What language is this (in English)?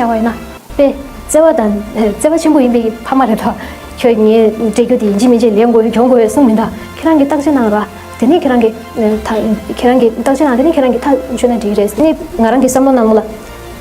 Tibetan